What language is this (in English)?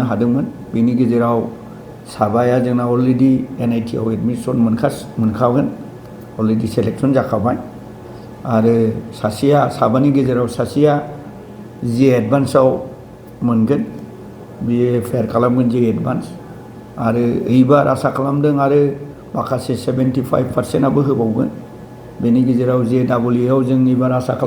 Bodo